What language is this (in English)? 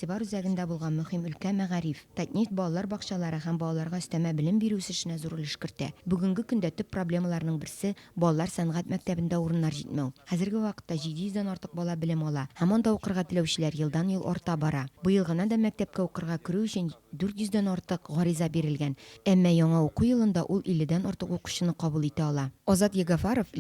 Tatar